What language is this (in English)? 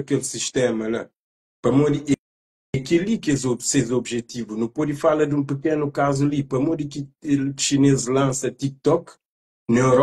Kabuverdianu